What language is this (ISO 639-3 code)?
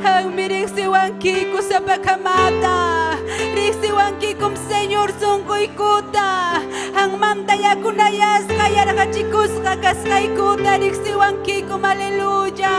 quy